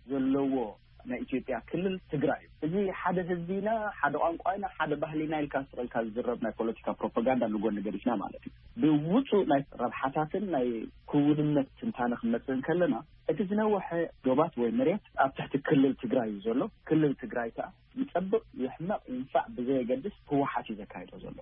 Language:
Tigrinya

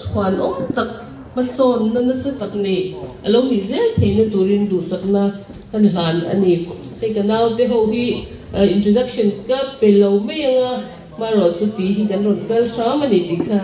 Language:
Mizo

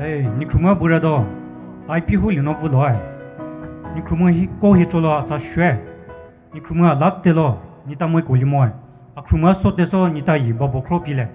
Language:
Poumei Naga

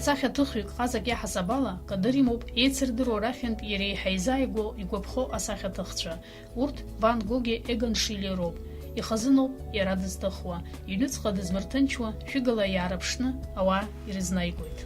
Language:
Abkhazian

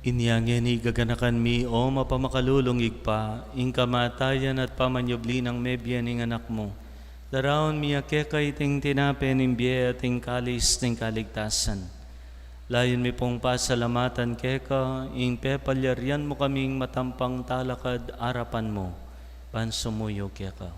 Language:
Pampanga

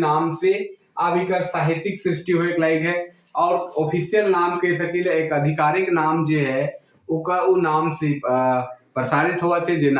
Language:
Sadri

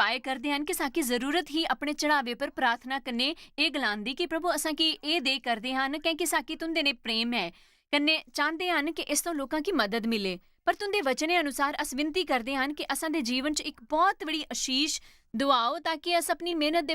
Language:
Dogri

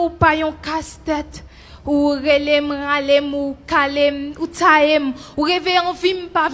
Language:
Haitian Creole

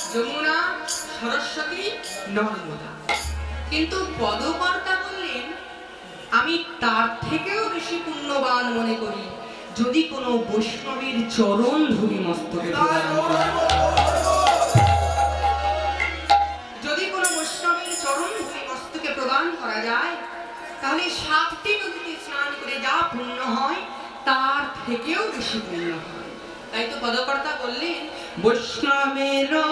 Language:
Bangla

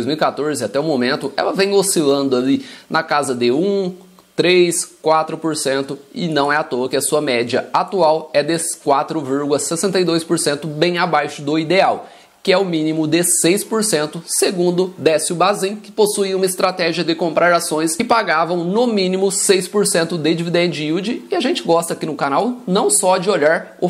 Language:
Portuguese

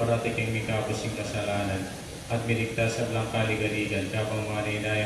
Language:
Pampanga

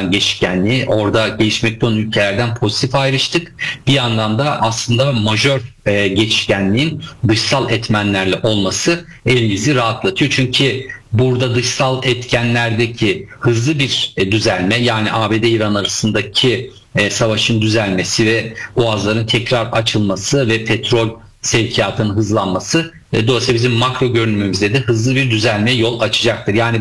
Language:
Turkish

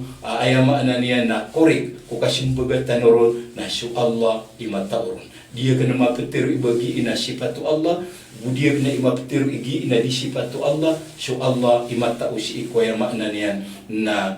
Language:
Maranao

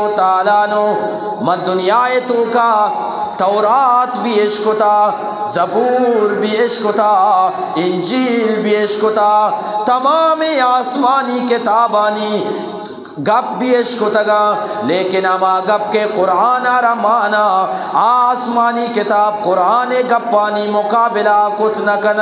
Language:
Eastern Balochi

